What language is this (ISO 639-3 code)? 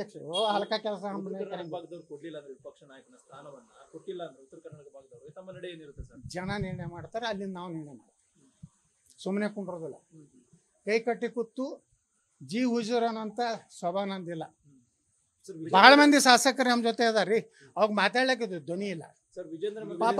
kan